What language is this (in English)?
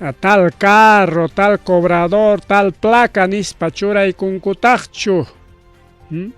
Ayacucho Quechua